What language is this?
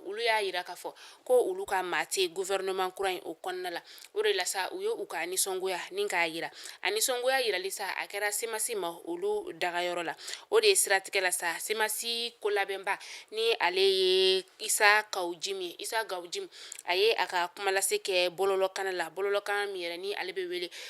Bambara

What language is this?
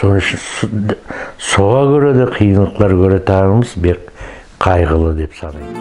Nogai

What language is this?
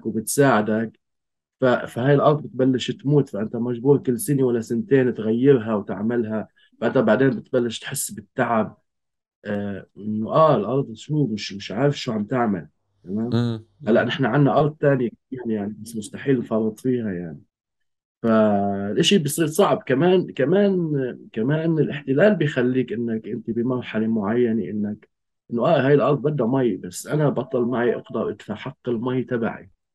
North Levantine Arabic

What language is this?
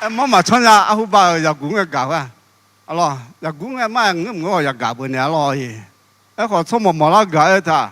Akha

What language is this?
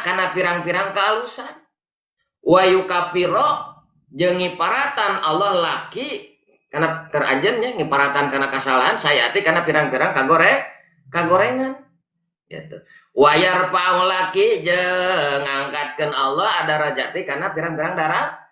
Sundanese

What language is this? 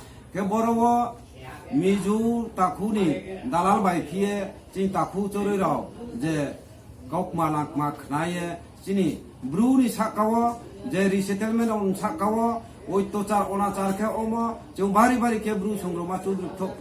Kok Borok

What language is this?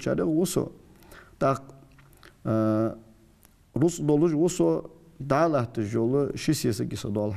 Ingush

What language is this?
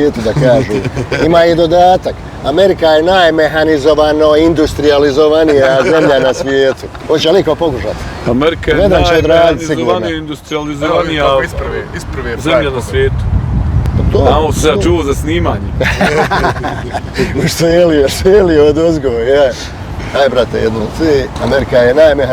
Bosnian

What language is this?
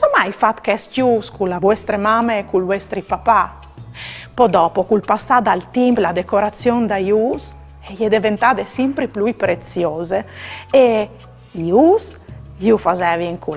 Friulian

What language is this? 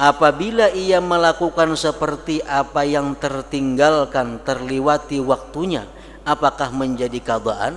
Banjar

